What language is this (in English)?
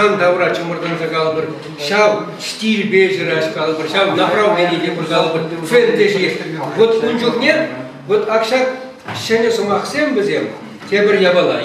Chuvash